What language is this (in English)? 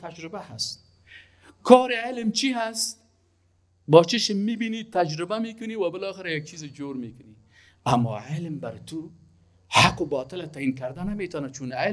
Persian